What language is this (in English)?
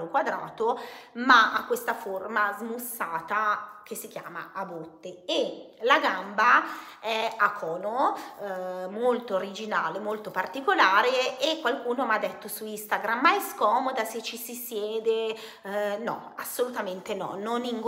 Italian